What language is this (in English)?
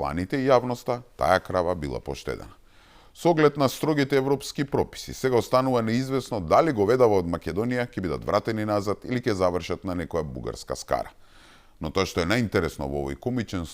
Macedonian